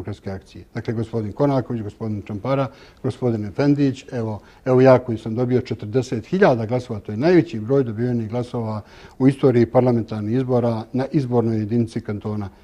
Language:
Bosnian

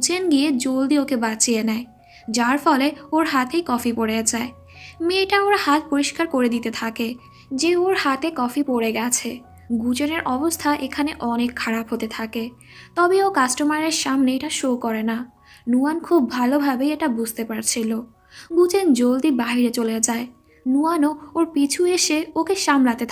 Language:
Bangla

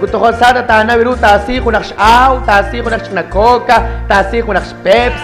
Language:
Kekchí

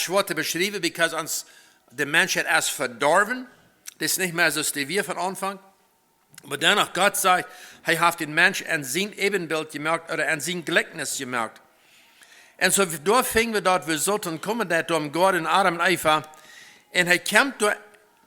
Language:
Plautdietsch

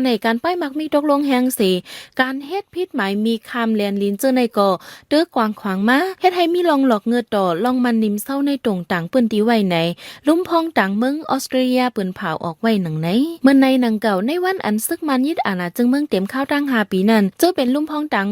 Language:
Shan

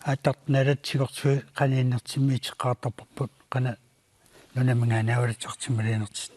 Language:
Kalaallisut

